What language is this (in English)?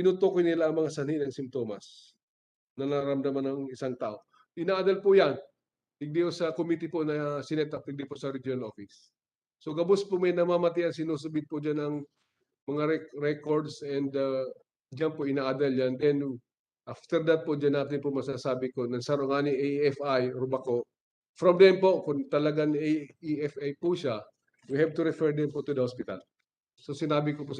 Bikol